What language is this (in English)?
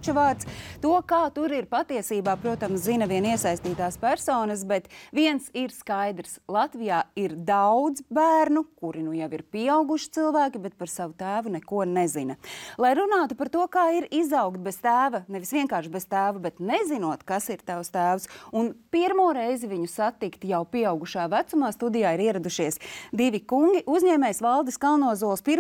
Latvian